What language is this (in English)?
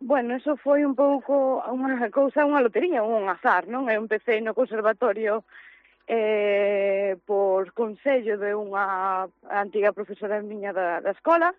Galician